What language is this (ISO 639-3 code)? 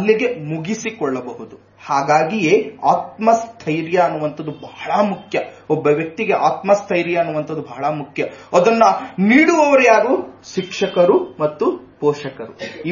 kan